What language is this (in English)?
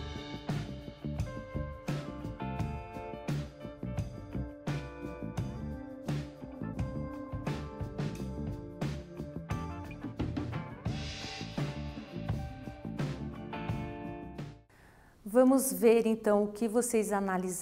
Portuguese